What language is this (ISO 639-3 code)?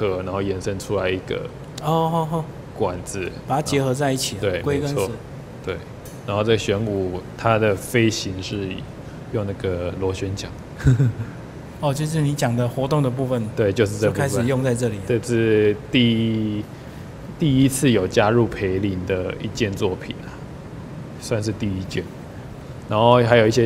zho